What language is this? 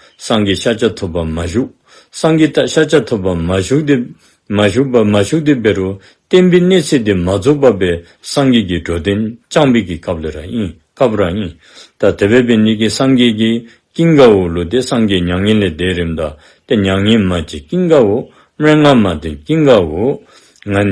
Dzongkha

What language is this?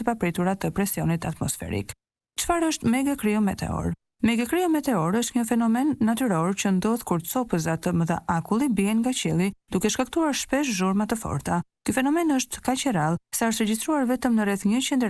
Albanian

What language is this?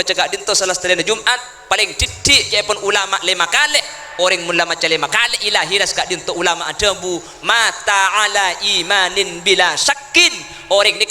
Madurese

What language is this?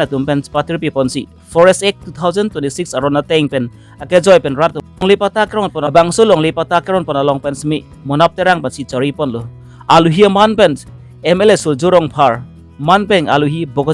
Karbi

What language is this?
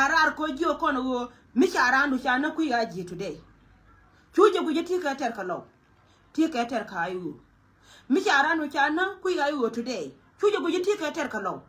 Nuer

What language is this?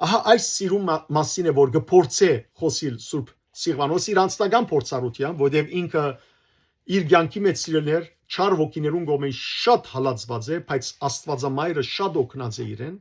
Western Armenian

